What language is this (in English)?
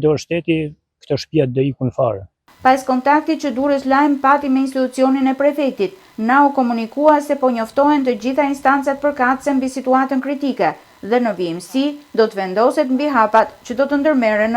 Albanian